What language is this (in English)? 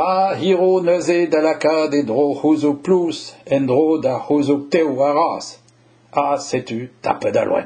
Breton